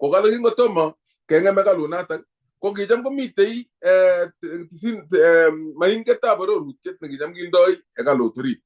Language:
Kalenjin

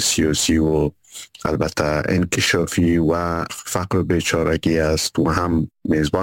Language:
Persian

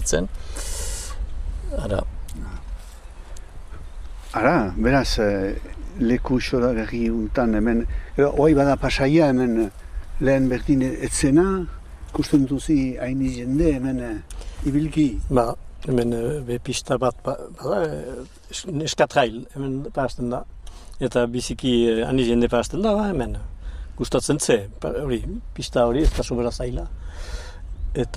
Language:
Basque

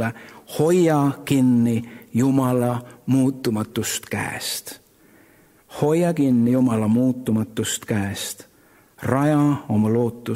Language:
Estonian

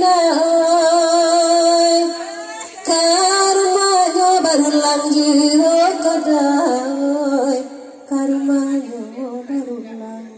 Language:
Minangkabau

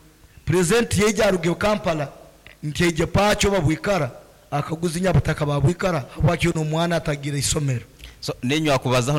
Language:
Nyankole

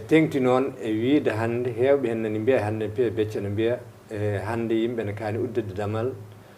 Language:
Fula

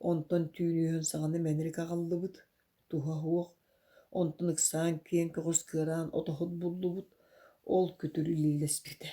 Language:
Yakut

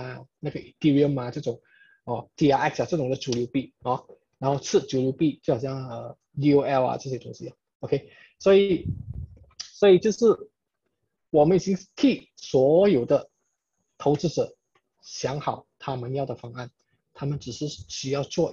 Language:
Chinese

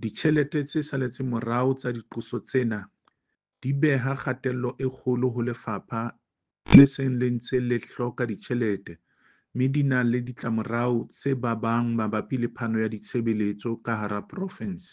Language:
Southern Sotho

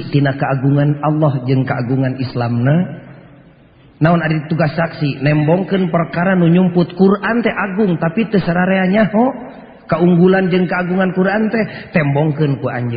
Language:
Sundanese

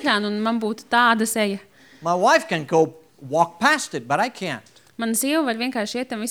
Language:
Latvian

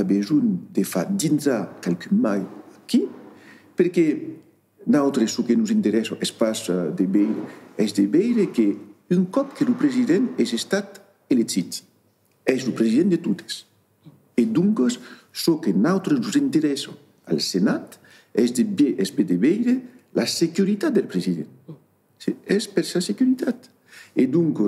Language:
Occitan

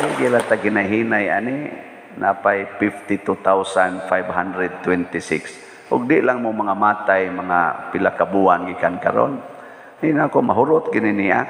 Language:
Cebuano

